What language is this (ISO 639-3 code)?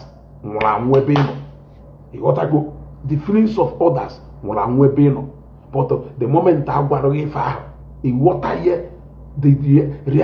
ibo